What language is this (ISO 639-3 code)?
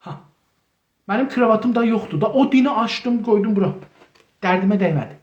azb